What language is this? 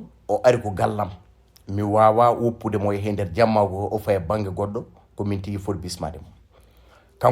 Fula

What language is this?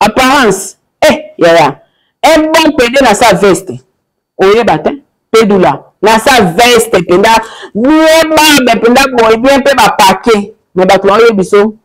Lingala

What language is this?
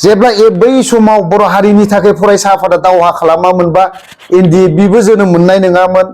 Bodo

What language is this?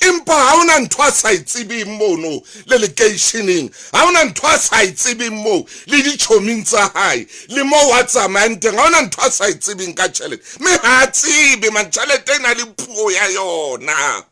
Southern Sotho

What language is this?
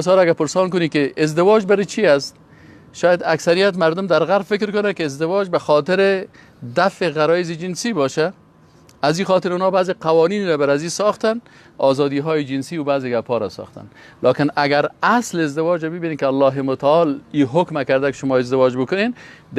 Persian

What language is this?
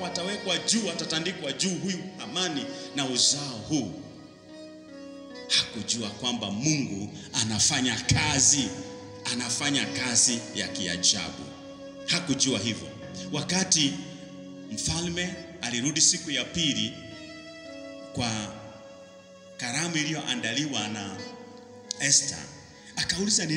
Swahili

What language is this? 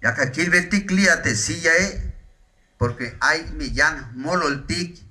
Tzeltal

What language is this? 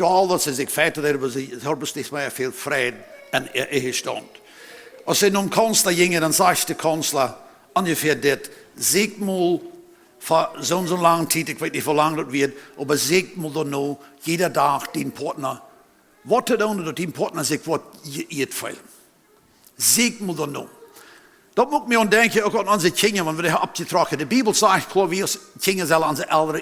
Plautdietsch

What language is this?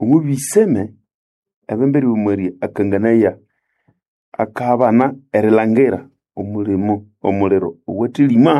Nande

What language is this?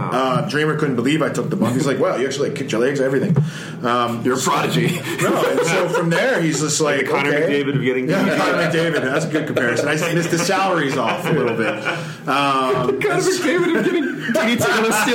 English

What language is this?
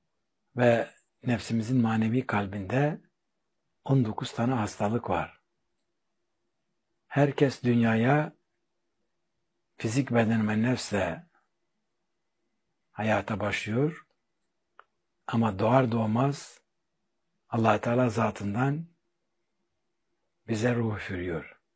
Turkish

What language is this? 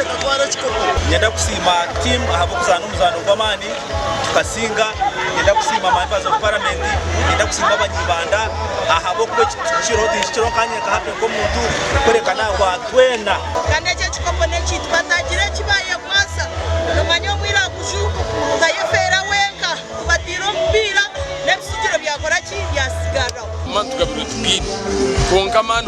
Nyankole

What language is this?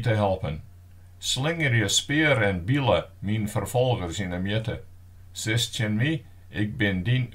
Western Frisian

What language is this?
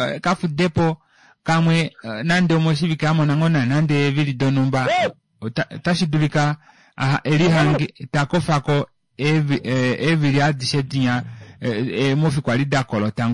Kuanyama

